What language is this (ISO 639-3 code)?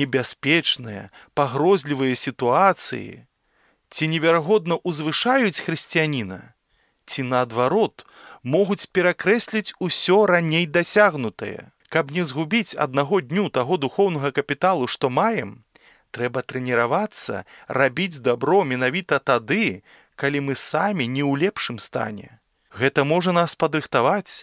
bel